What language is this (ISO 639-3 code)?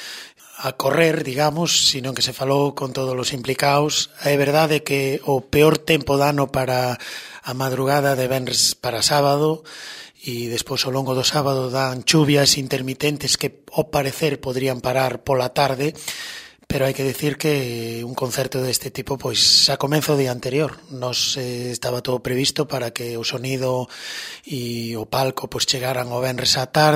glg